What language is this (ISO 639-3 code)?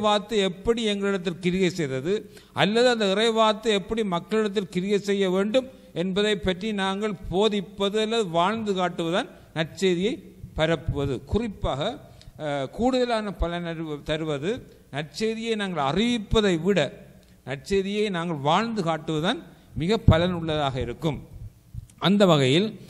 tam